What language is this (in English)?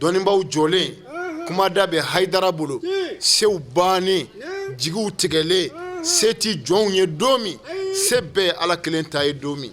Bambara